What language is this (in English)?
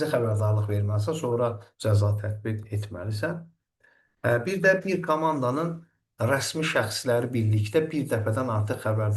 Azerbaijani